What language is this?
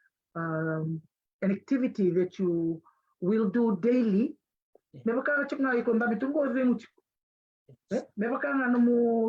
Fijian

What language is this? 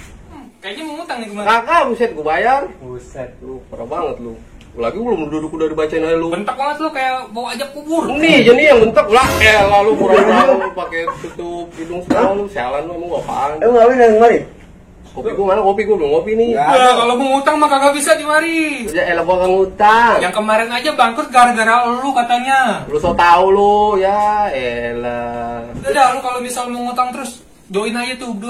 Betawi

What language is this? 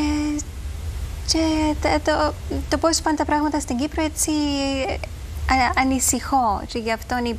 Greek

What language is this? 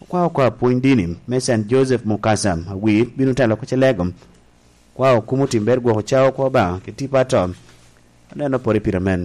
Lango (Uganda)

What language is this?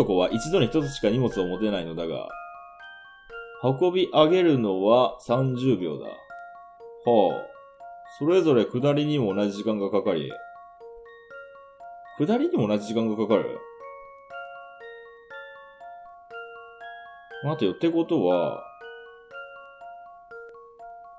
Japanese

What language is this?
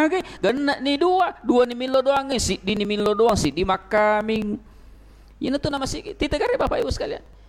Buginese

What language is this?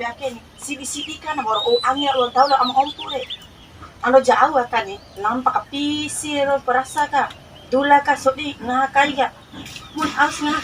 Bima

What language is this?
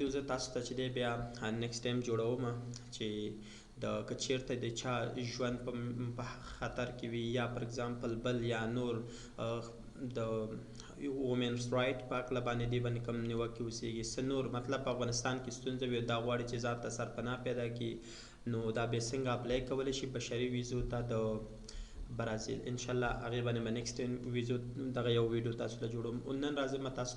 Pashto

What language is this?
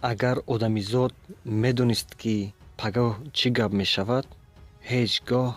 Tajik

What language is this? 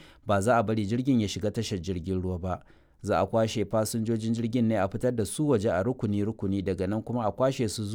Hausa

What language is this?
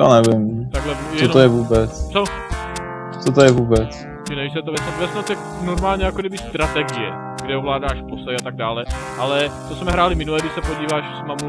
Czech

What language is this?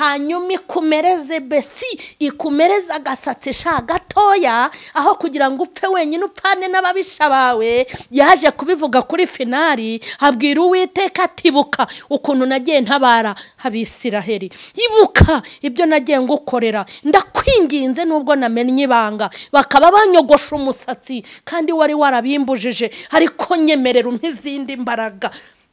Kinyarwanda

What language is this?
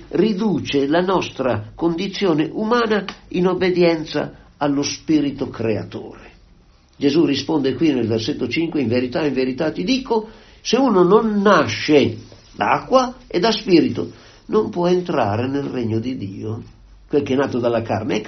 Italian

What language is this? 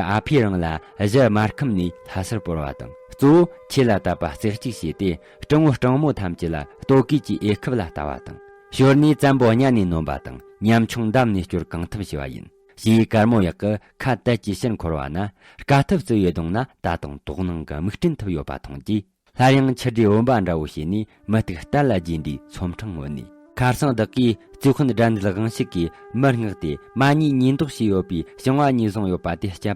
Tibetan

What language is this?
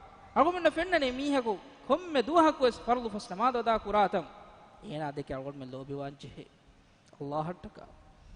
Divehi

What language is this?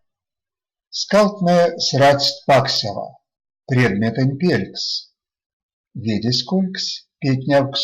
Erzya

